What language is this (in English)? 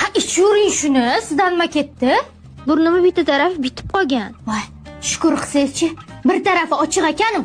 Uzbek